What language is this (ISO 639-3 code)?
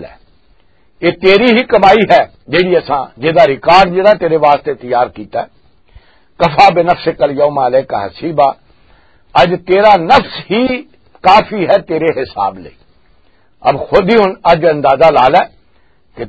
lah